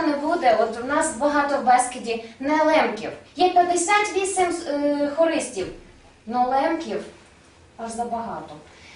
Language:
Rusyn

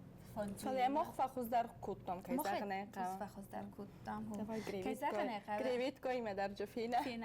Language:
Ossetic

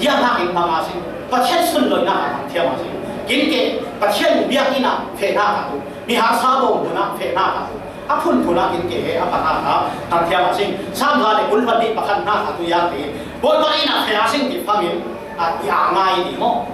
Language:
Falam Chin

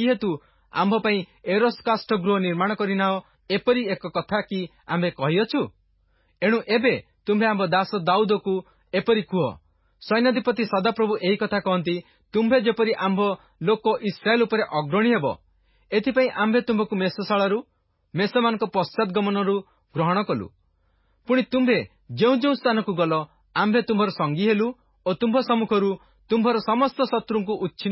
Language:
Odia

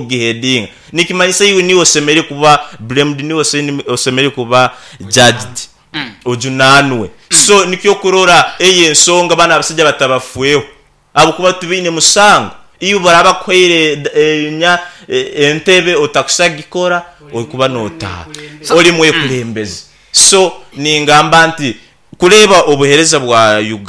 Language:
Nyankole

